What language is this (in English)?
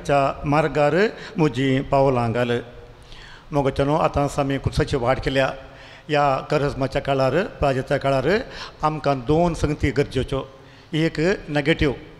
Konkani